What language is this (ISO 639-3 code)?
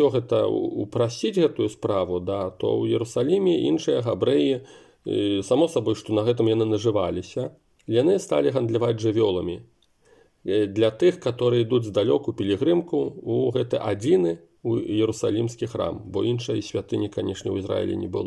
bel